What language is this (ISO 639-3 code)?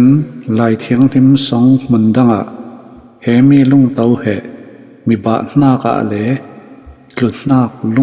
cfm